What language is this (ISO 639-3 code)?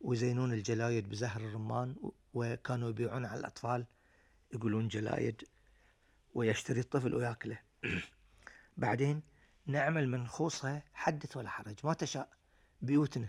afb